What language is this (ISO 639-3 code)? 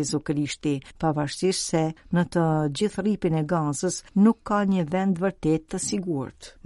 sqi